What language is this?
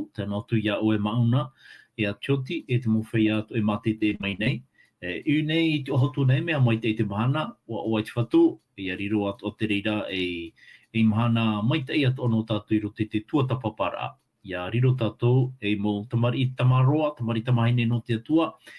Tahitian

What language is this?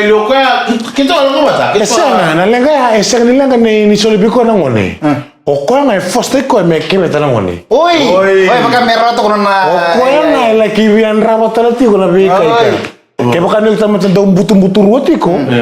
Fijian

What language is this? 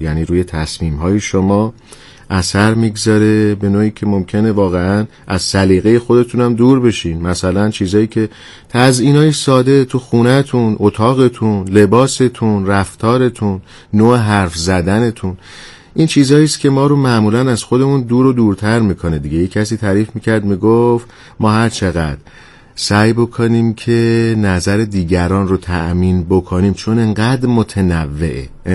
Persian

